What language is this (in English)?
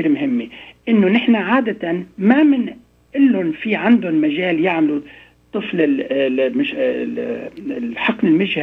North Levantine Arabic